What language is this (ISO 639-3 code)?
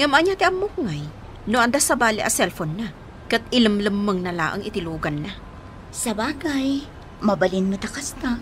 ilo